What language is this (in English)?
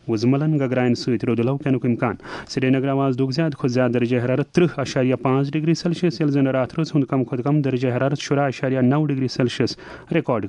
Kashmiri